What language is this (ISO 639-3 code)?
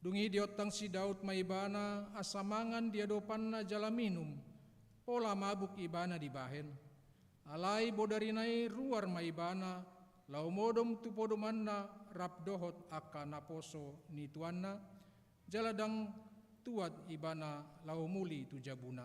bbc